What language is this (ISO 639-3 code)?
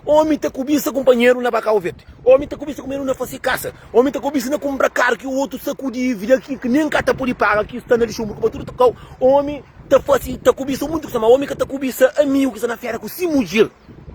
kea